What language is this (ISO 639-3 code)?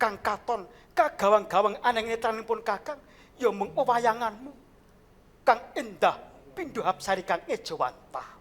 jav